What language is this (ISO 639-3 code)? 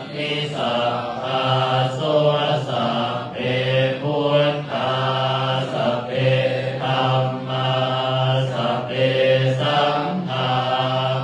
pli